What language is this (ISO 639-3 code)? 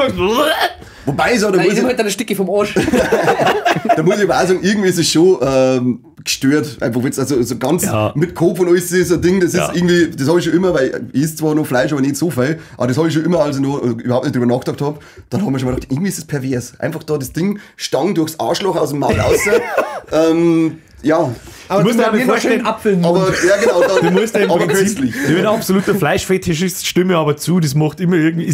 bar